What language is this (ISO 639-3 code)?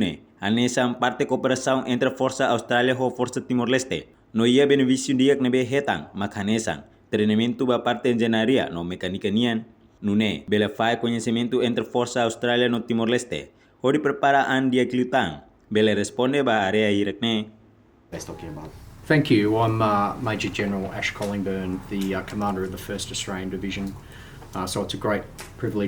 tet